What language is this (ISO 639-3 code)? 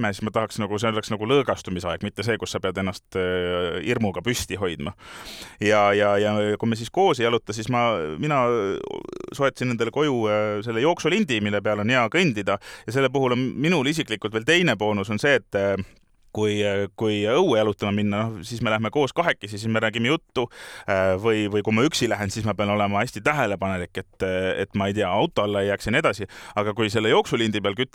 est